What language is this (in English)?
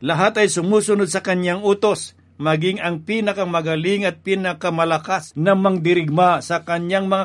Filipino